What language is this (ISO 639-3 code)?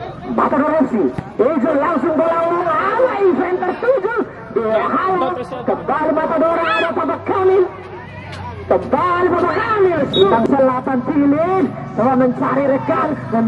ind